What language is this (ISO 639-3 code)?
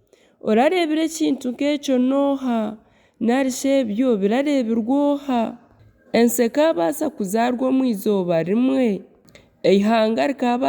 nyn